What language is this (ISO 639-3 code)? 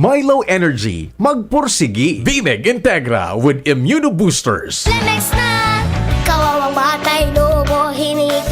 bik